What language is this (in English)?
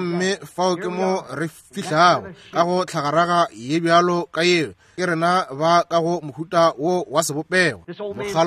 Northern Sotho